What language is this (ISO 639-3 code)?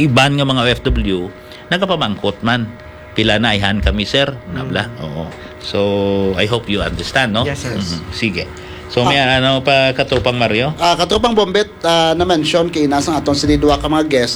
hil